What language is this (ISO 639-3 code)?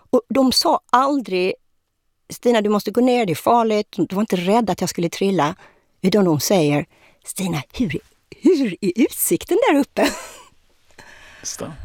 swe